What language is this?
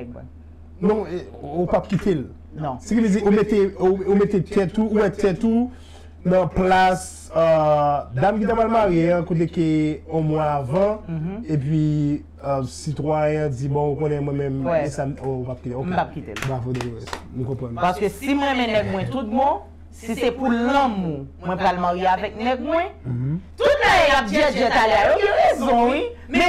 Haitian Creole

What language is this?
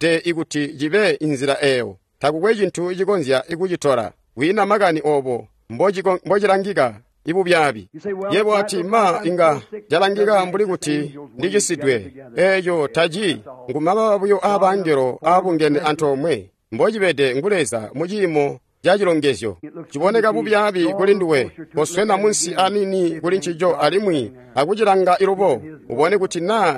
Tonga (Zambia)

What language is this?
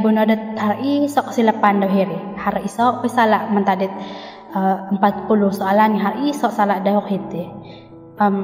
Central Dusun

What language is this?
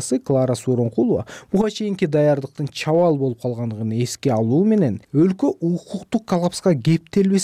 Kyrgyz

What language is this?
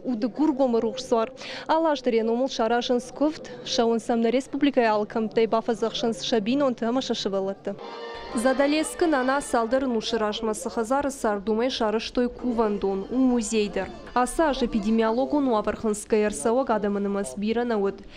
Ossetic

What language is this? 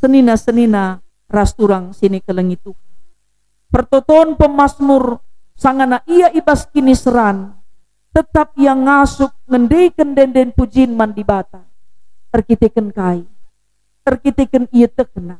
Batak Karo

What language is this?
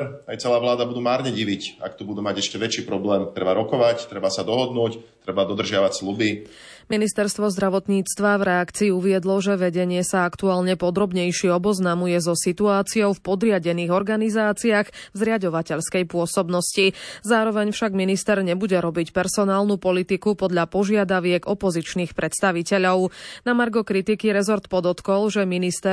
Slovak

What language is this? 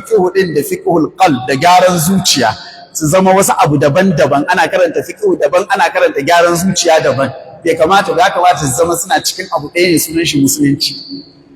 Hausa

